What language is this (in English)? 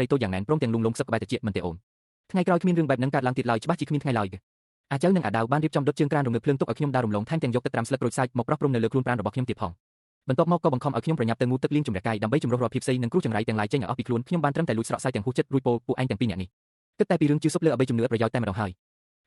Khmer